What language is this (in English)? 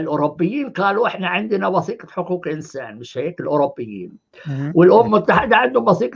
North Levantine Arabic